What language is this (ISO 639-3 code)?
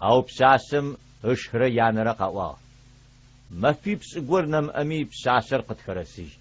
ady